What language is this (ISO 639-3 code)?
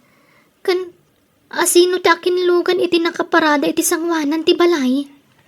ilo